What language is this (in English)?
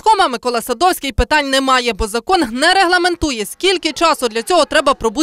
Ukrainian